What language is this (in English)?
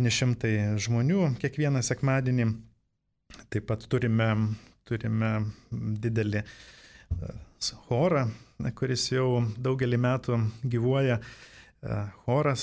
Lithuanian